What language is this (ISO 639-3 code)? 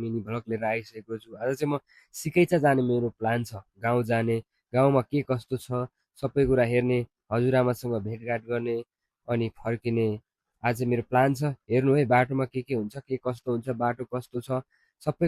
nep